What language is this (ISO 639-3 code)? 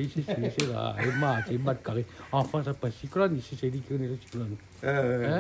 rcf